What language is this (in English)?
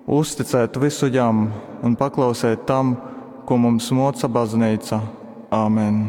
Latgalian